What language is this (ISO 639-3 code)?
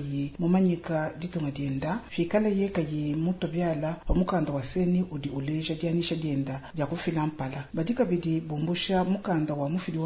lua